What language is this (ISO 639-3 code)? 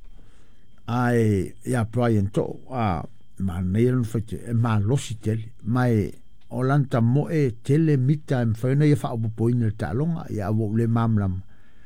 smo